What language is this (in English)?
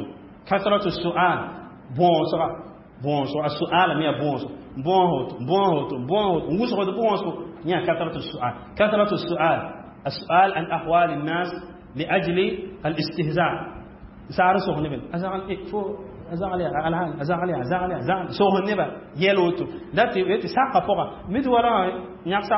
Mossi